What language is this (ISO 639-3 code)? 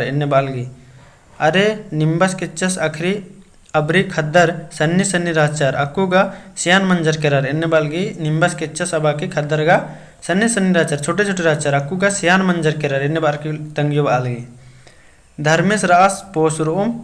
kru